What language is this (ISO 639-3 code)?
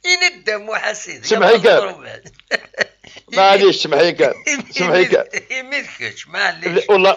kab